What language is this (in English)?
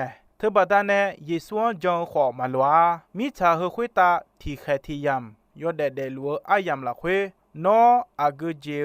Akha